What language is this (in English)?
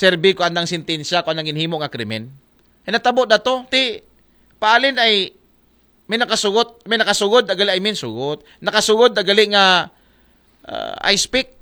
Aklanon